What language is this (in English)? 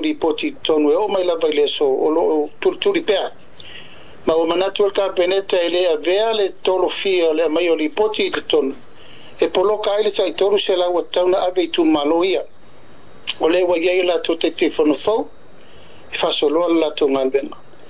Samoan